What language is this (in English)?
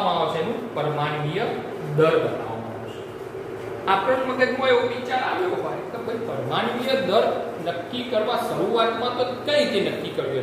Gujarati